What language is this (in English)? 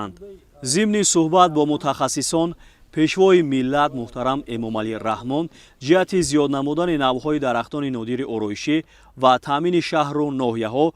Tajik